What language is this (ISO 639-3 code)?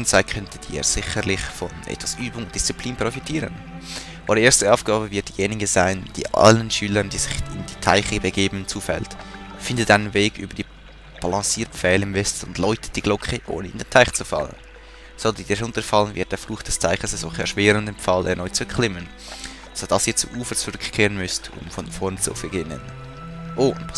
gsw